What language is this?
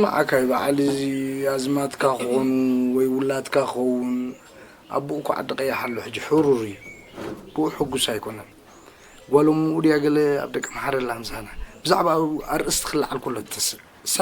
Tigrinya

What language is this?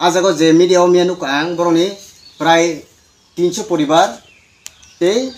Kok Borok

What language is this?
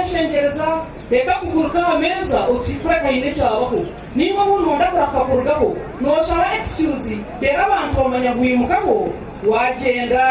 Nyankole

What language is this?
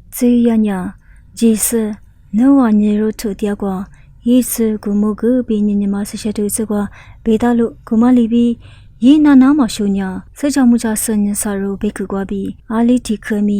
Lisu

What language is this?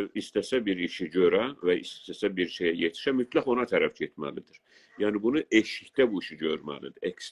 South Azerbaijani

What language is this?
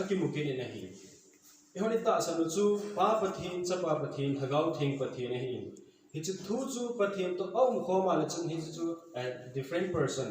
Thado Chin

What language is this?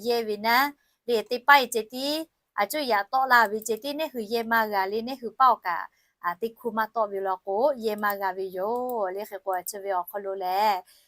Lahu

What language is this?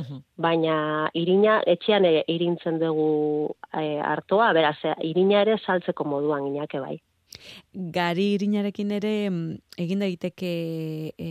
Basque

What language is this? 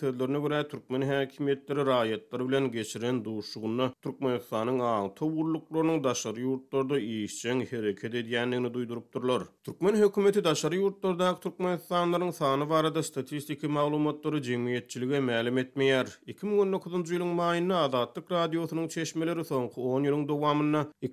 Turkmen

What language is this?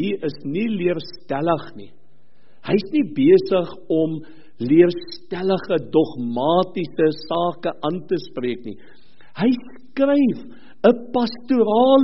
Afrikaans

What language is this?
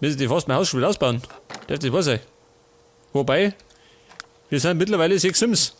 Bavarian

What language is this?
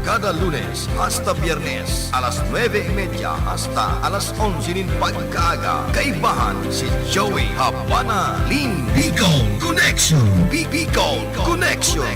Bikol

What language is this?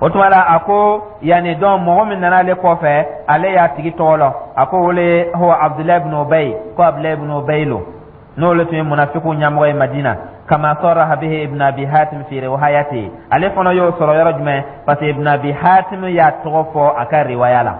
Dyula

